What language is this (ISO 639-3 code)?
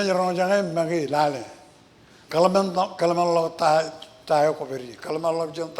mah